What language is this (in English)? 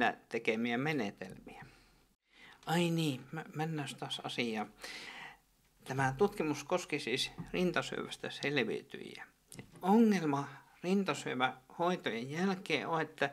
Finnish